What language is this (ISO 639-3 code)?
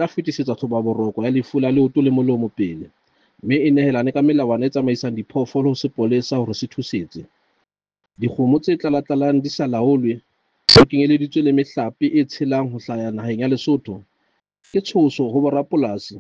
sot